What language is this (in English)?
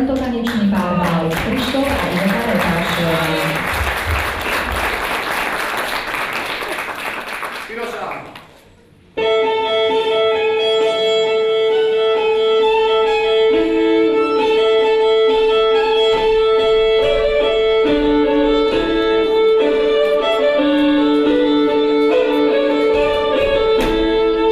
Slovak